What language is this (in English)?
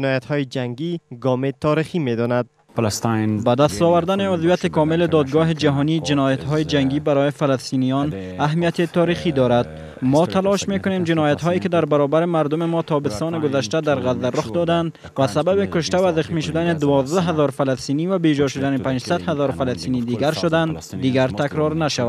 Persian